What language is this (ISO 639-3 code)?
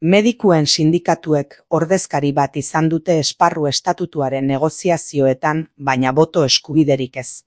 eus